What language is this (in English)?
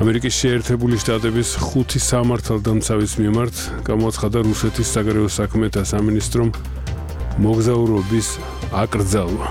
Georgian